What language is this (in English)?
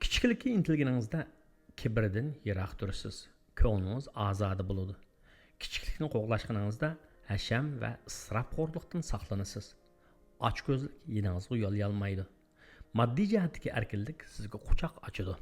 Uyghur